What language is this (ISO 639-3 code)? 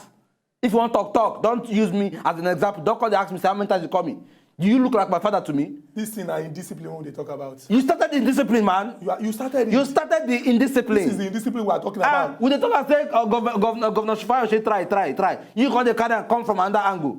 pcm